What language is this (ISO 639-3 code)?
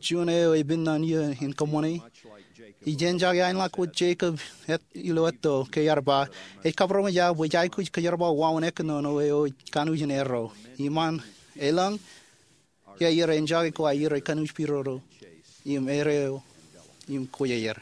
mah